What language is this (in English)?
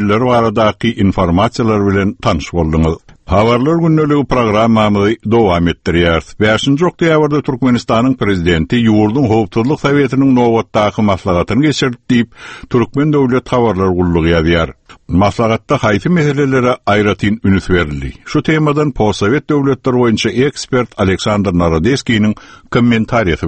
Turkmen